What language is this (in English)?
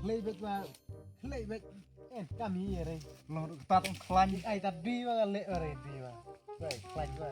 Khasi